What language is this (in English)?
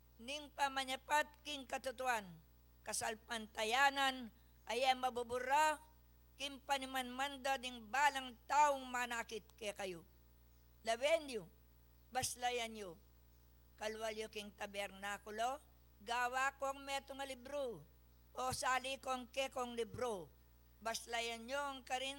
Pampanga